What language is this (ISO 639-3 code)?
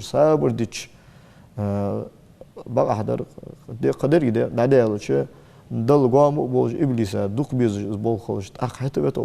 inh